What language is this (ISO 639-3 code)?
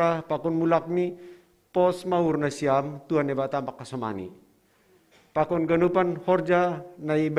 bts